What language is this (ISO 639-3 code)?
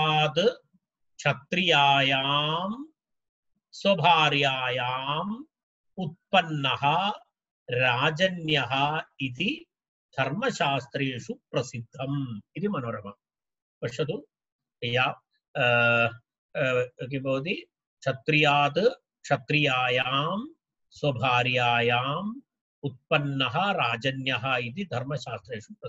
san